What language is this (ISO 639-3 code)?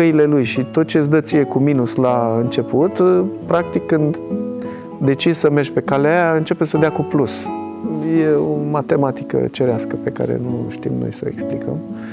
ron